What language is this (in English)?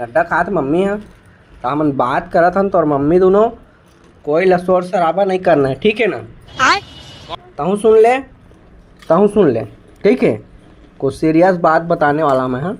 Chhattisgarhi